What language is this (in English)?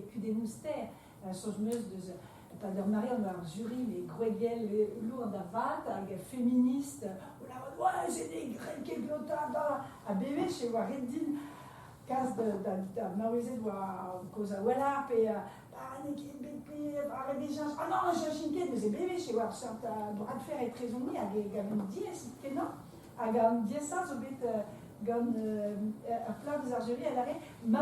Breton